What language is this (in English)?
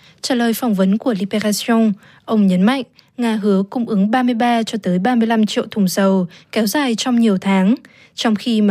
Vietnamese